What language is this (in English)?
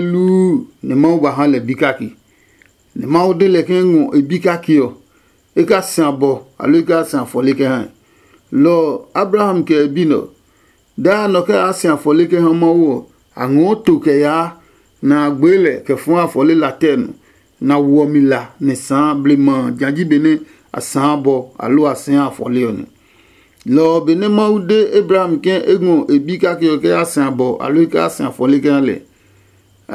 Adangme